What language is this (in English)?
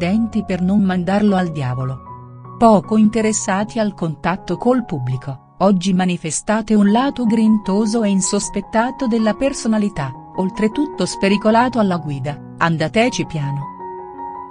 Italian